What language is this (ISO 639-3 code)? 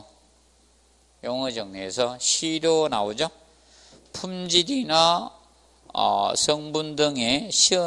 kor